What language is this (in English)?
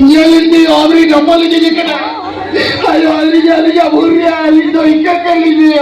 Santali